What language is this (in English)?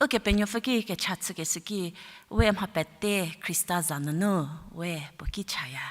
Angami Naga